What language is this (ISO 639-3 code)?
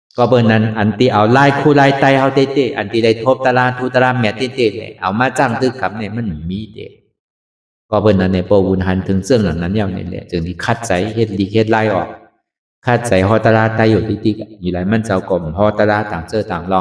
shn